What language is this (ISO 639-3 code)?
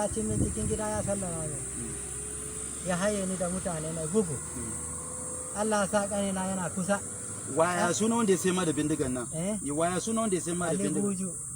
hau